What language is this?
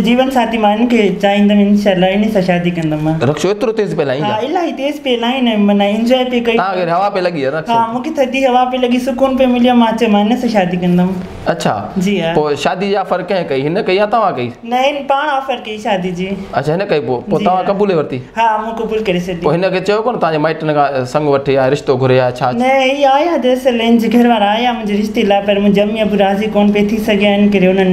Sindhi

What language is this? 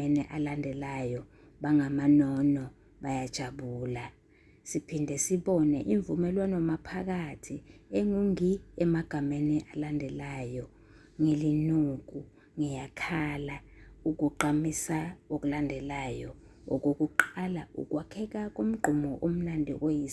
Zulu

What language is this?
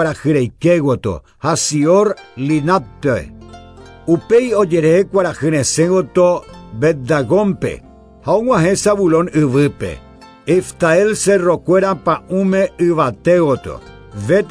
Guarani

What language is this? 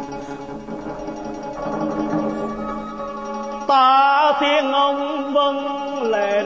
Vietnamese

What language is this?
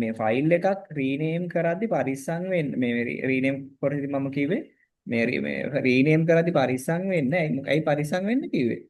Sinhala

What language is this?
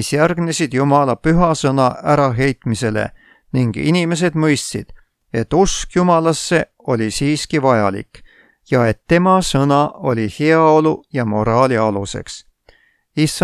Estonian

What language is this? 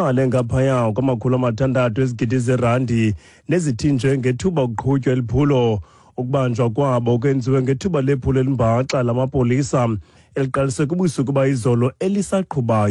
Xhosa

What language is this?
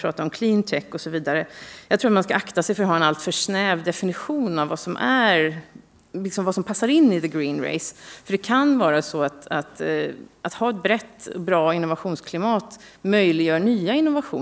Swedish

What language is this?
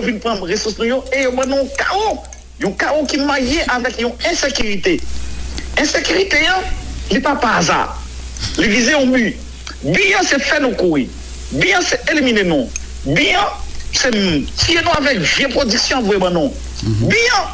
Haitian Creole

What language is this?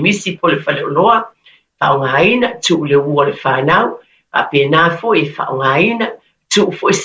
Samoan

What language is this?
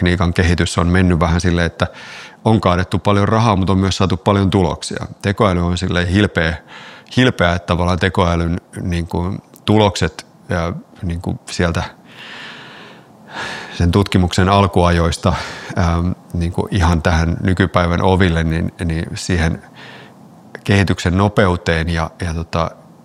Finnish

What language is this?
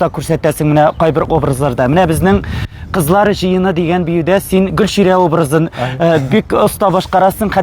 Tatar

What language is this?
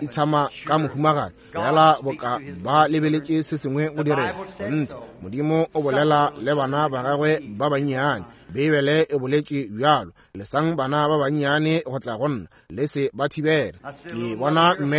Northern Sotho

